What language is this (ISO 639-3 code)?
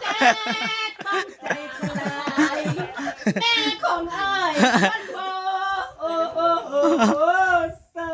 tts